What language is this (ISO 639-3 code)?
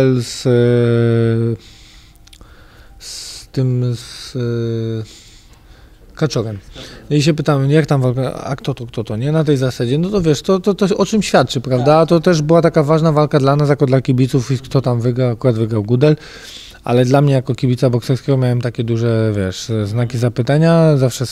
pol